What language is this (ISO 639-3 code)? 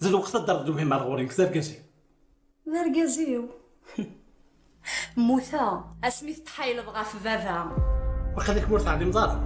kab